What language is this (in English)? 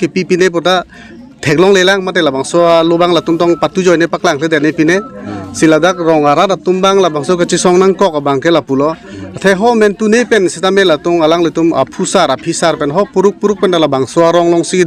Karbi